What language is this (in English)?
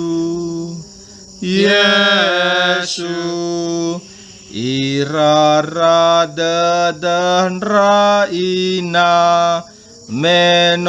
Nias